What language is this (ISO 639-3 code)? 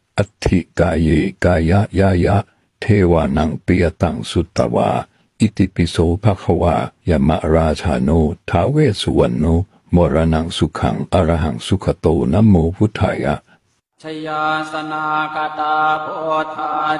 pli